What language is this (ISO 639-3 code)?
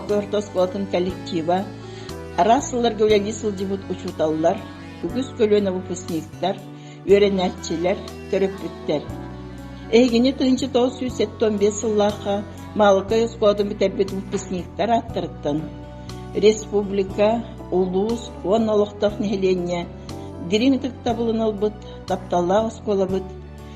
sah